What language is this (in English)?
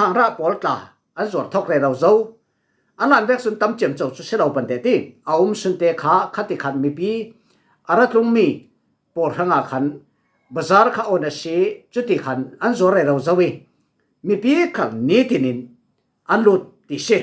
Falam Chin